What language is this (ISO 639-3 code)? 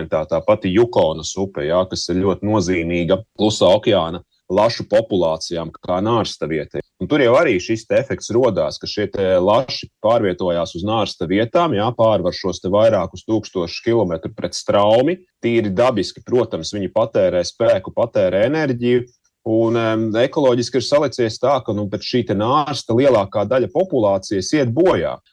lav